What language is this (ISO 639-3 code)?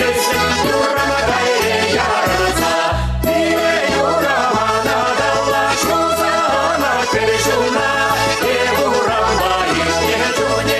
chv